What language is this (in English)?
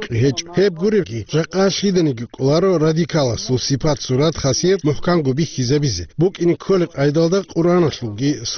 Avaric